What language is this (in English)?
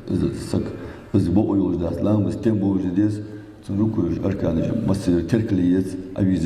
Ingush